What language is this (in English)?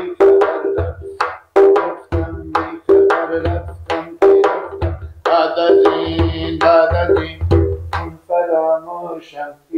Persian